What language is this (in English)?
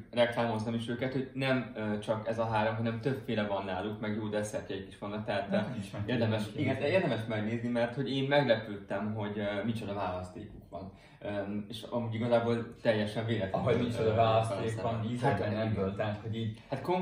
Hungarian